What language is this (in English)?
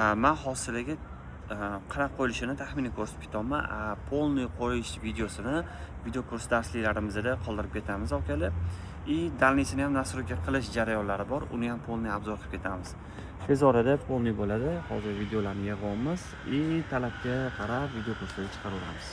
Uzbek